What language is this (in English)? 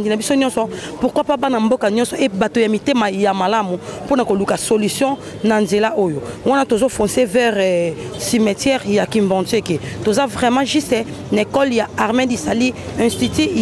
Lingala